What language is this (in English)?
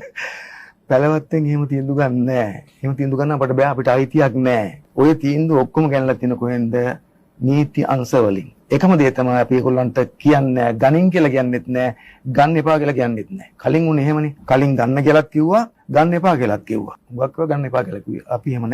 Sinhala